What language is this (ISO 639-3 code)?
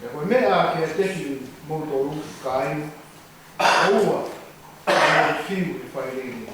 ton